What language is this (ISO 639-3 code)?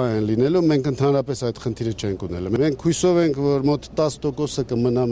hye